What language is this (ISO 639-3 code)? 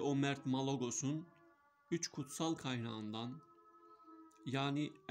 tur